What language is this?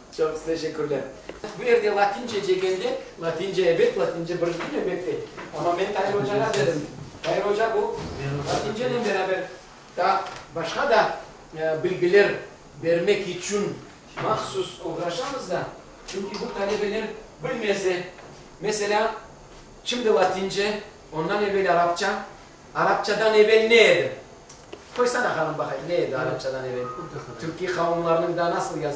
Crimean Tatar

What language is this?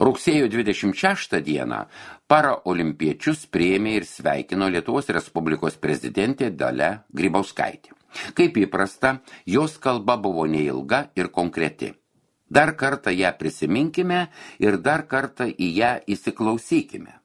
Lithuanian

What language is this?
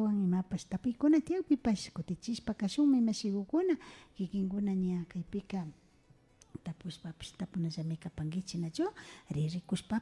Imbabura Highland Quichua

